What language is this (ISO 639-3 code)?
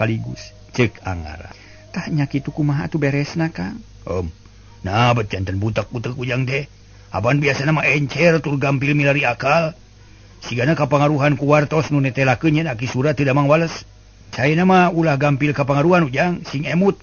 sun